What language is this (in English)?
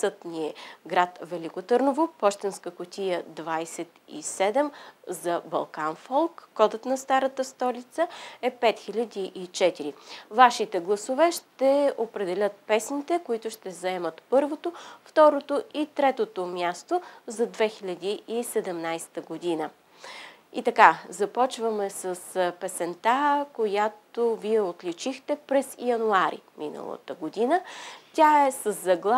Bulgarian